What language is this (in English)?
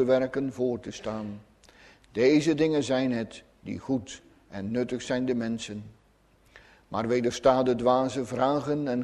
Dutch